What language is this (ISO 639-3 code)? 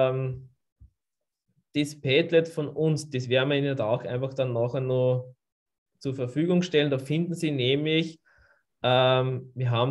deu